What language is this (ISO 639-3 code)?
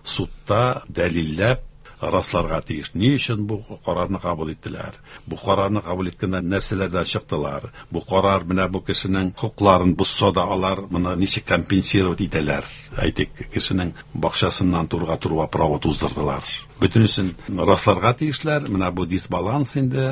tat